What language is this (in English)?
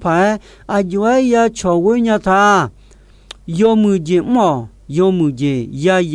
Akha